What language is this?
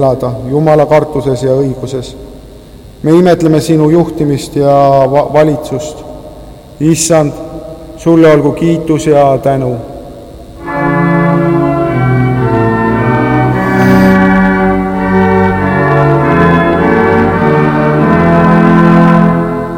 Estonian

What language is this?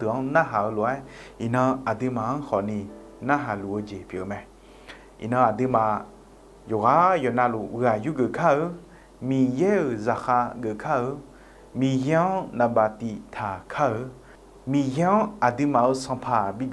Akha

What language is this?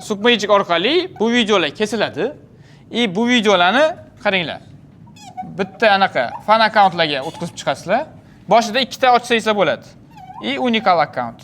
Uzbek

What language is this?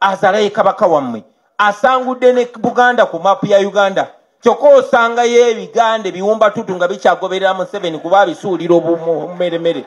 Ganda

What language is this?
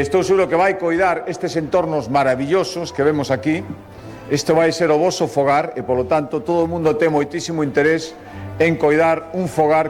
Galician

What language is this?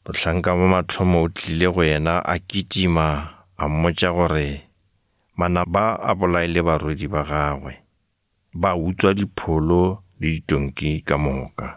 Northern Sotho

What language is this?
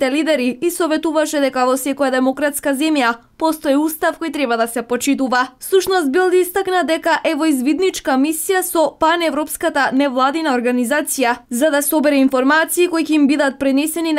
Macedonian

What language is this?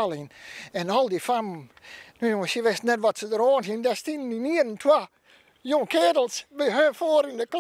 Western Frisian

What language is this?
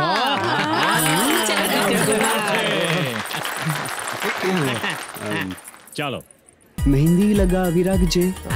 Gujarati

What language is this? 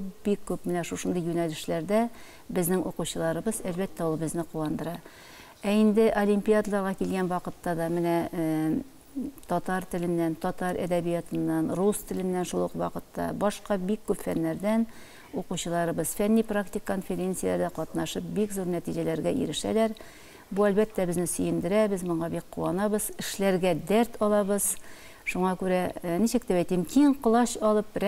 Tatar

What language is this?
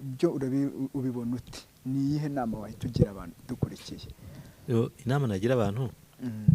Kinyarwanda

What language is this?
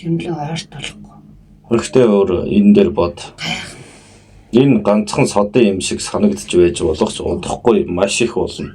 Mongolian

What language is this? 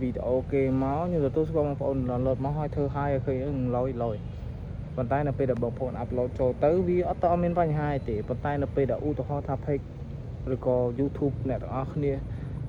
Khmer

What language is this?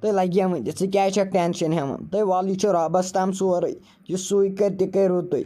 Kashmiri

